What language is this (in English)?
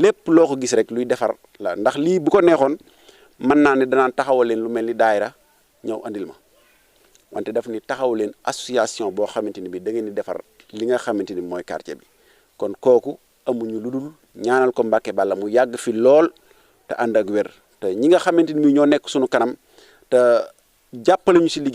Wolof